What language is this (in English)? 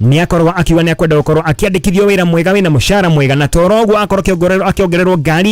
Kikuyu